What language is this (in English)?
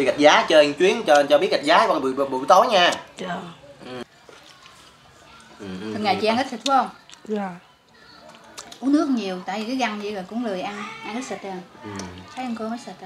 Vietnamese